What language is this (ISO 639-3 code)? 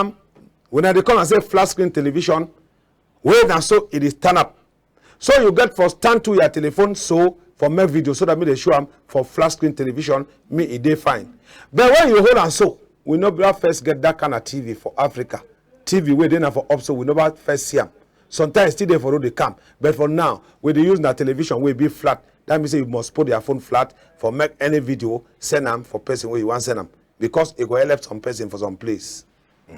wes